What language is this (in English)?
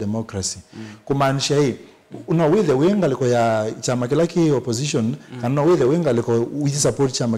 Kamba